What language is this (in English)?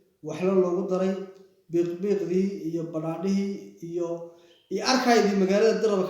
Somali